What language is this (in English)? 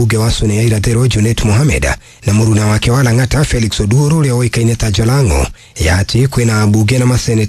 Kikuyu